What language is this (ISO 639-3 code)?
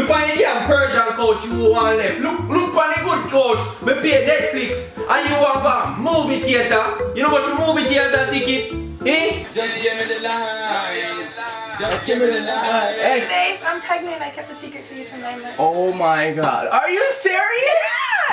jam